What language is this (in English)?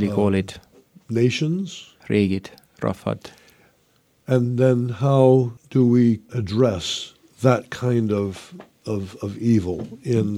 Estonian